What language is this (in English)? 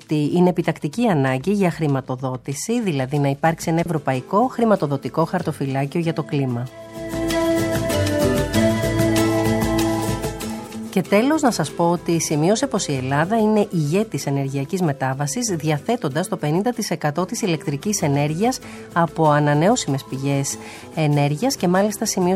Greek